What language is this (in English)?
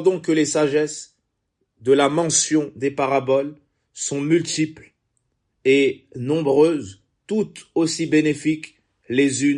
French